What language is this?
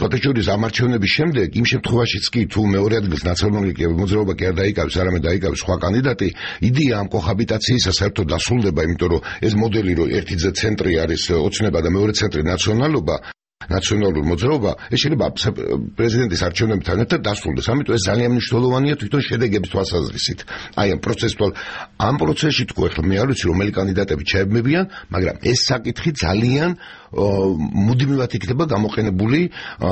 Georgian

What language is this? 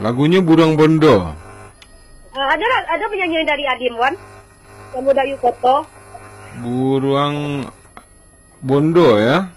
Minangkabau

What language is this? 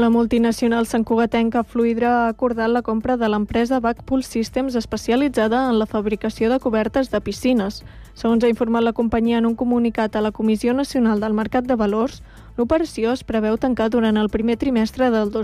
Catalan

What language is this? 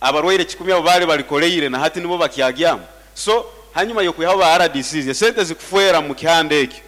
Nyankole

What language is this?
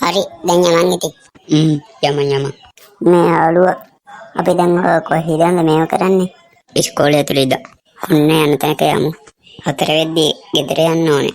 Sinhala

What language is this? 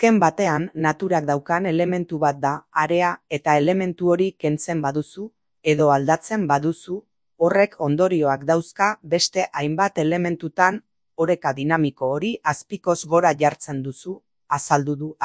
Basque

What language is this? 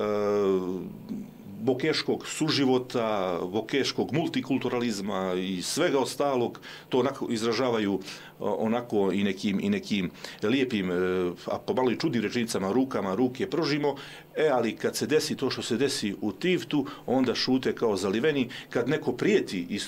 Serbian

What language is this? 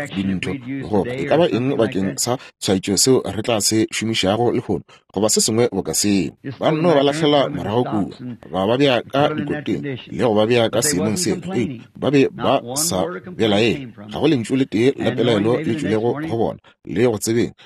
Northern Sotho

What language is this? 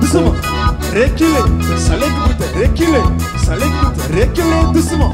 Réunion Creole French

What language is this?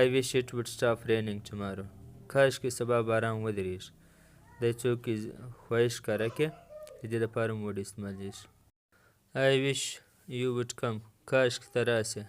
Pashto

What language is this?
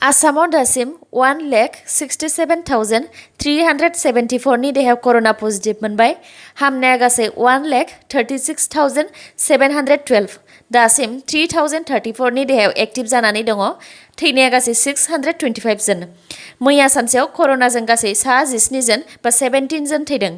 Bodo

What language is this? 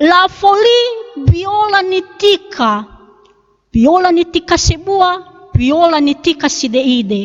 Nias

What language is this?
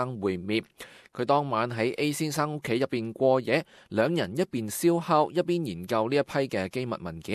Cantonese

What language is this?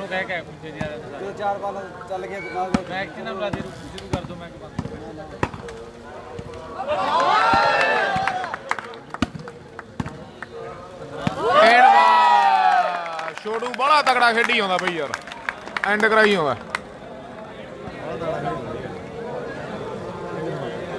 Punjabi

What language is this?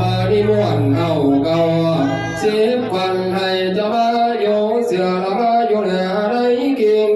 Northeastern Thai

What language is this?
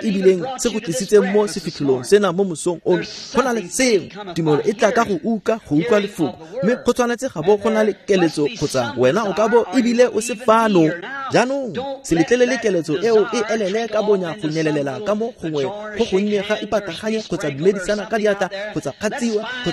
Tswana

